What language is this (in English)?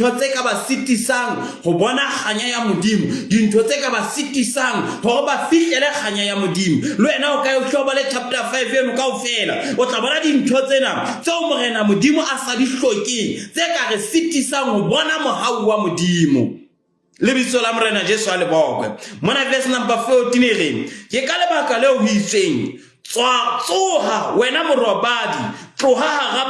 Southern Sotho